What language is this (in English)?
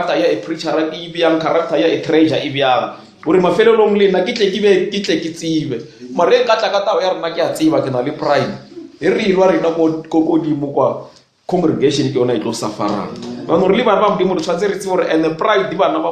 Northern Sotho